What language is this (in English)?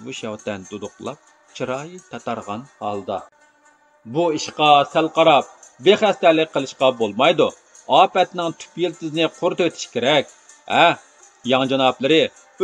Uyghur